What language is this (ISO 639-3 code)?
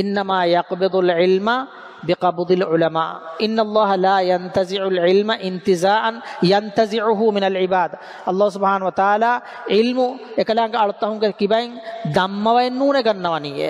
div